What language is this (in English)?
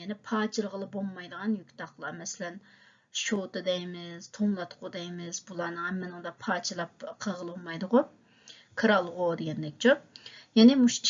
Uyghur